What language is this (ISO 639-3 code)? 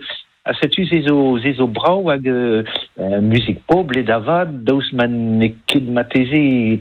bre